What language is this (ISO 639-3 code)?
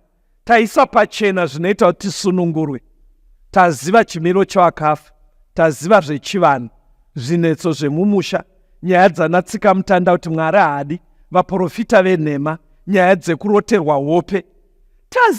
sna